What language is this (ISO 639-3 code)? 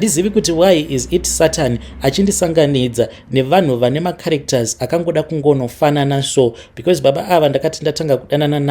sna